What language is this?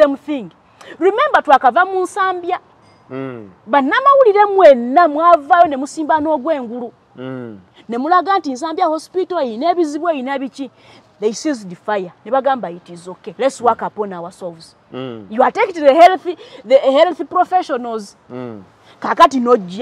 Ganda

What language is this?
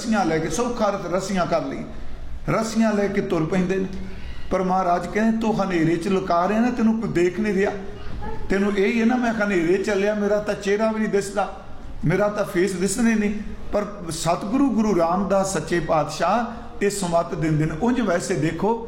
Punjabi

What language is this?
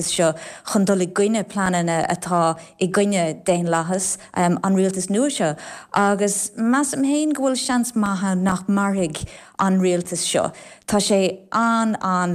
Irish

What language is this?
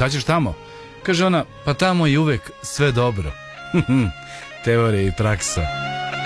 Serbian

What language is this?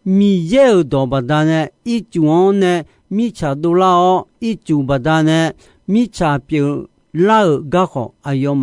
Akha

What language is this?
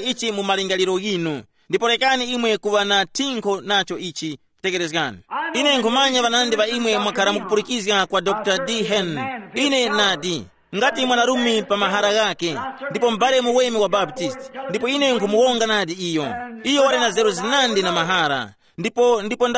Tumbuka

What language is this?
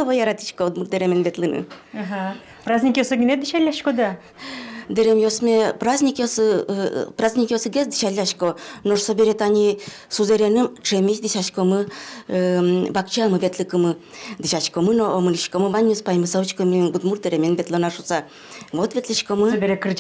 Udmurt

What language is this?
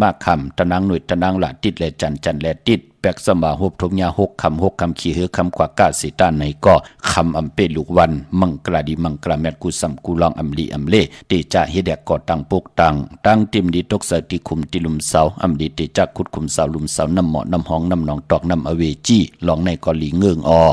Shan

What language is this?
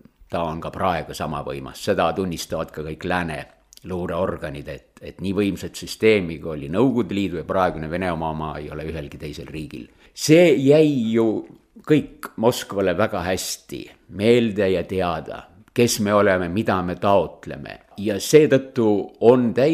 Estonian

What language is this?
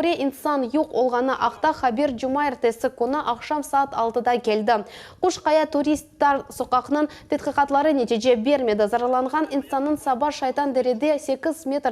Crimean Tatar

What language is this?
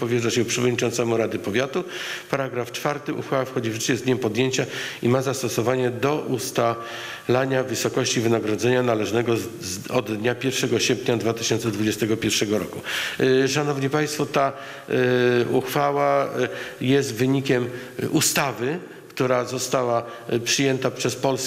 Polish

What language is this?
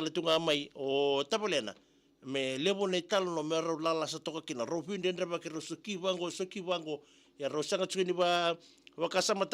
Fijian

